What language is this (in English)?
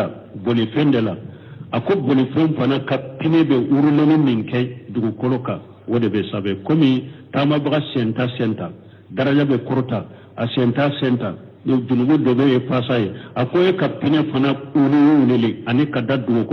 Bambara